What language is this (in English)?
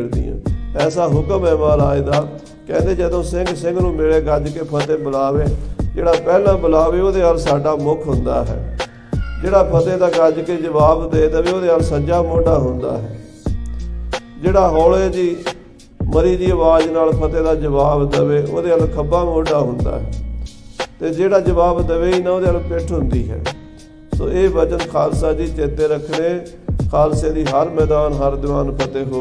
Punjabi